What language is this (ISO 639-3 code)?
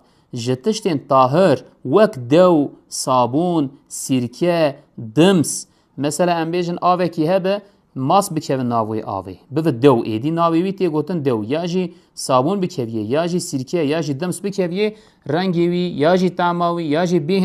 kur